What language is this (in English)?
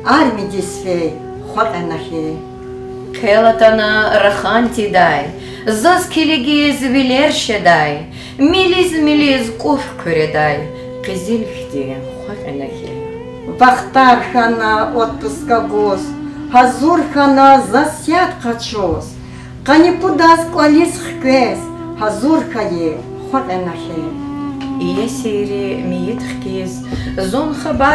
Lezghian